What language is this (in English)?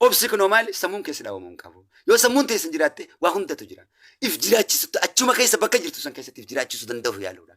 Oromo